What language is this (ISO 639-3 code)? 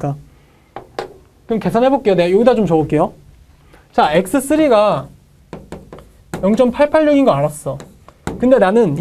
kor